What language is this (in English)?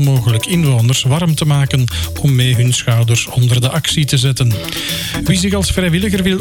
Dutch